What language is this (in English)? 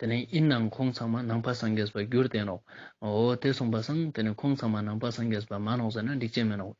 Ladakhi